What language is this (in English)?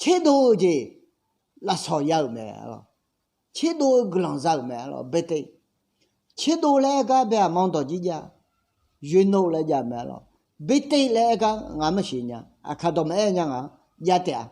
Akha